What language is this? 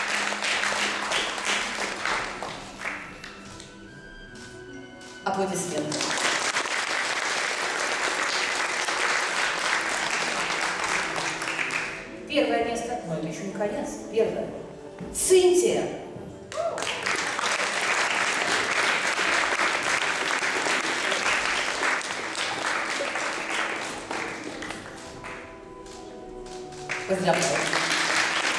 Russian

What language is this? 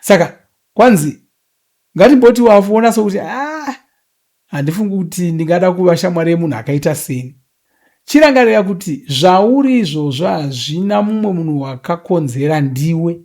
Shona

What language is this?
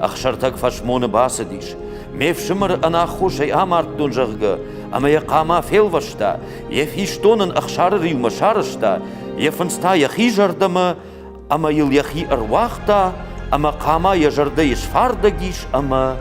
Ossetic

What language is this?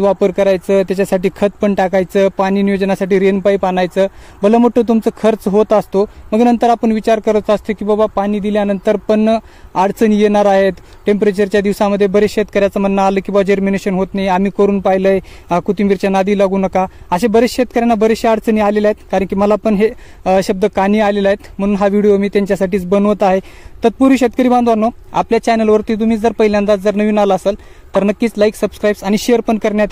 Marathi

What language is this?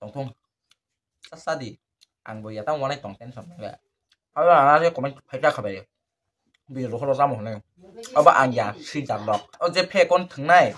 Kok Borok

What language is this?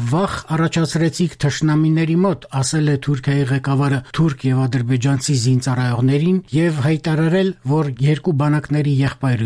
Armenian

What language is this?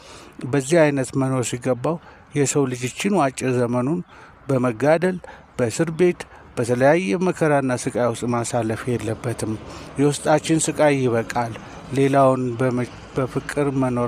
Amharic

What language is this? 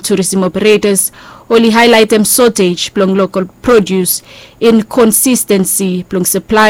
Bislama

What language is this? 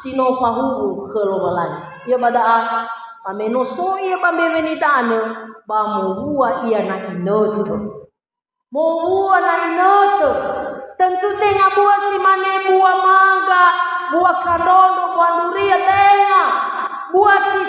Nias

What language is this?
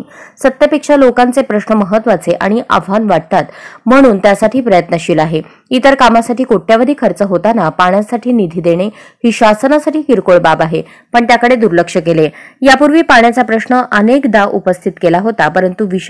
Marathi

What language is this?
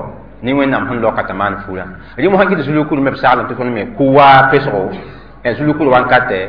Mossi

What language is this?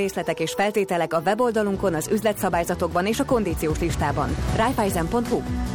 Hungarian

